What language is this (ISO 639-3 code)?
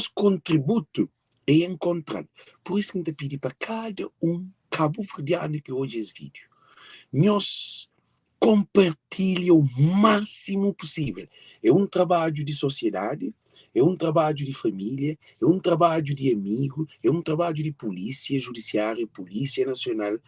kea